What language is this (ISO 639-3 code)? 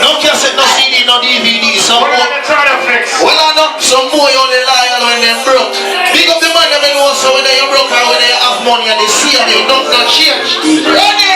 jam